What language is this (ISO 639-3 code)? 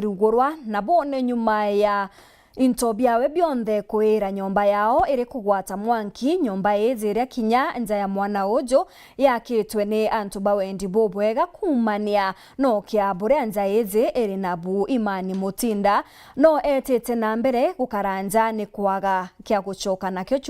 mer